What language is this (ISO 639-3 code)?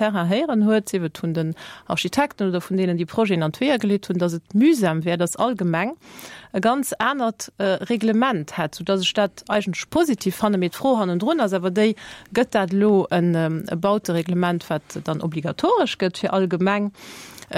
ltz